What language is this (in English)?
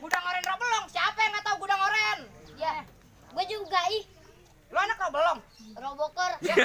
Betawi